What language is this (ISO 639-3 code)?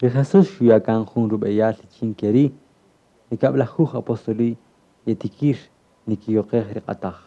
cak